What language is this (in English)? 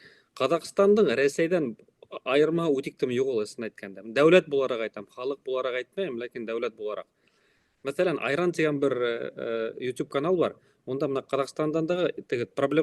Bashkir